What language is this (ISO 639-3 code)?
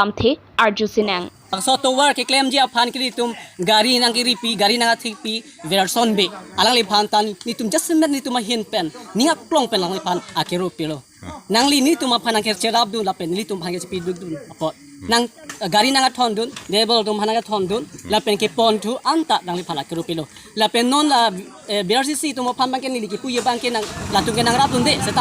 mjw